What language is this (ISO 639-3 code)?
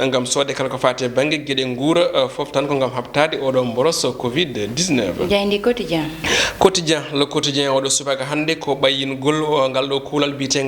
ful